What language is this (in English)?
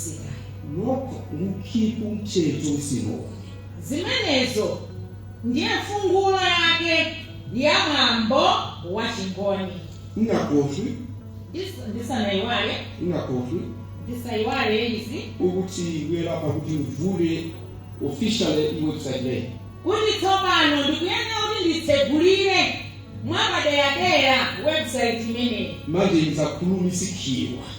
Nyanja